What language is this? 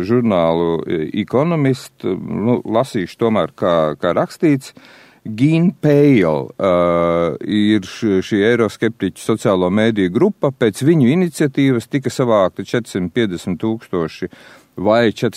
Latvian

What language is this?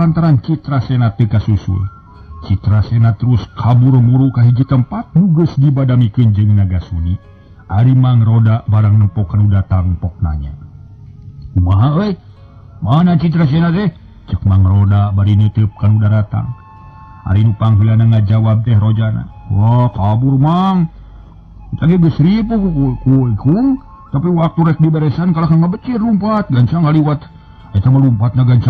Sundanese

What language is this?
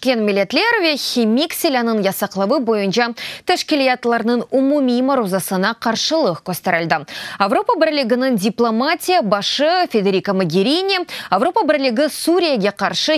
Crimean Tatar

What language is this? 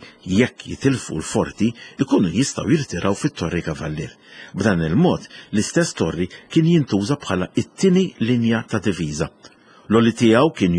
Maltese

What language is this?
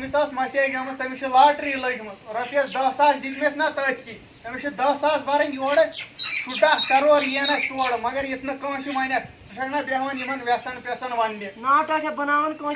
Kashmiri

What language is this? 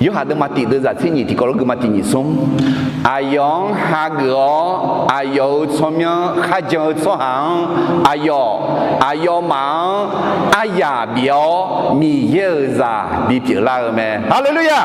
Akha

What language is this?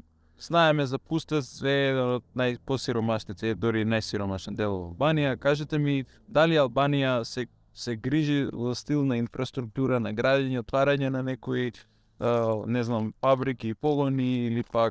Macedonian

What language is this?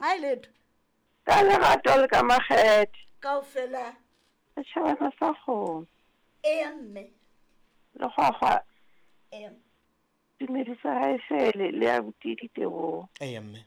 Southern Sotho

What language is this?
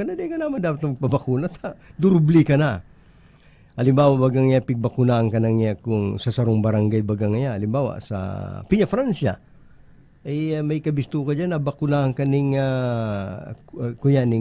Bikol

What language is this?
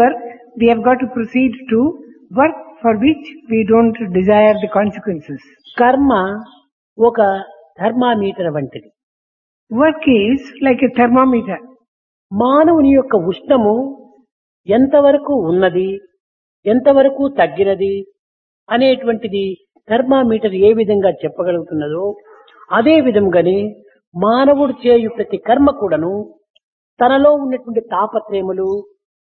Telugu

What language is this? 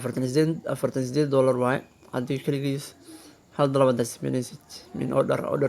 Somali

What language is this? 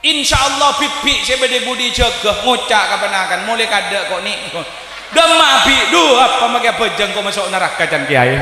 Madurese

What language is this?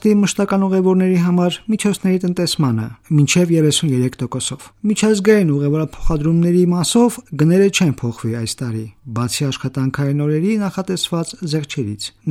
Armenian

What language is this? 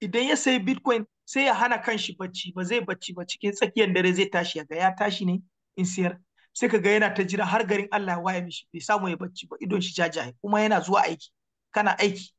Hausa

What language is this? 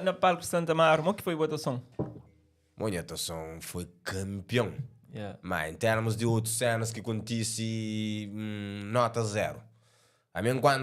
Kabuverdianu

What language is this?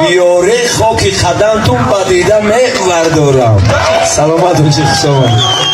Tajik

